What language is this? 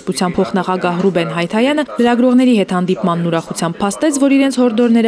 Armenian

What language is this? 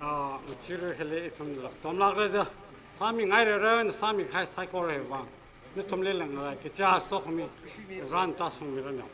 Tangkhul Naga (India)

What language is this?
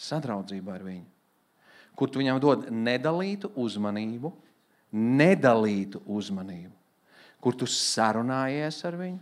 Latvian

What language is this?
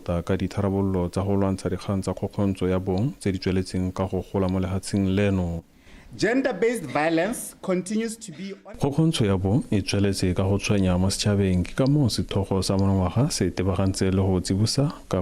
Tswana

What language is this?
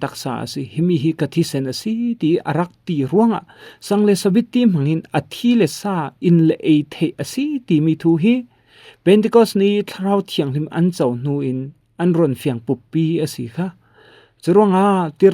Falam Chin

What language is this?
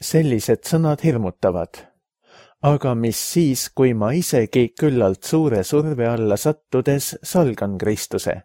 Estonian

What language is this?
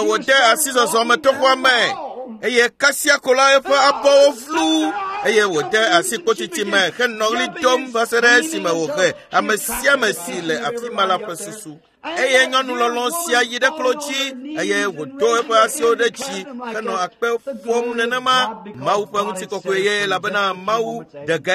Ewe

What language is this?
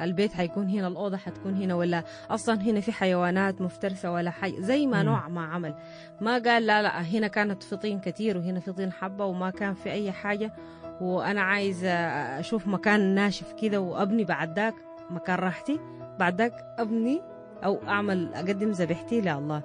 Sudanese Arabic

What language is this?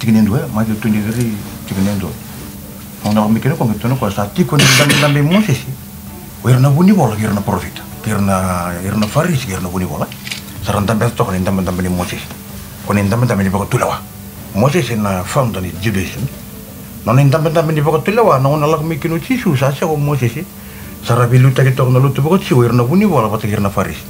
Fijian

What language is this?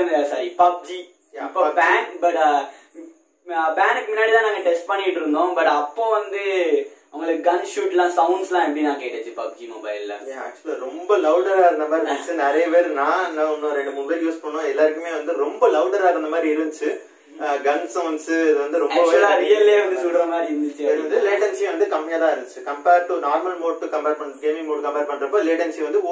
Tamil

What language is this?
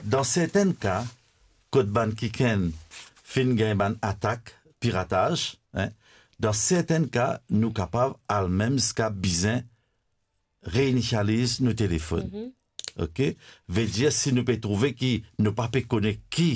Morisyen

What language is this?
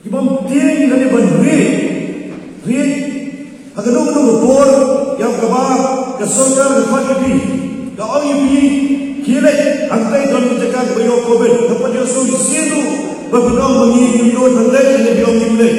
Khasi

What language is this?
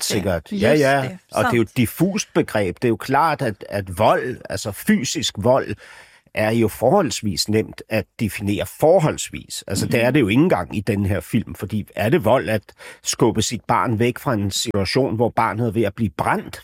Danish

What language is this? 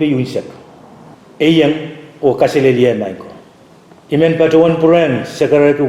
Pohnpeian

